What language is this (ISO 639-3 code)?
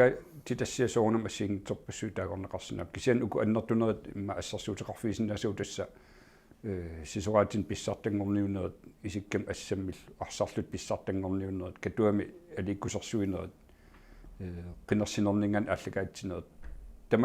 kal